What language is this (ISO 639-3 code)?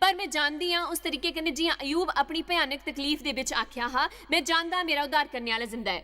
doi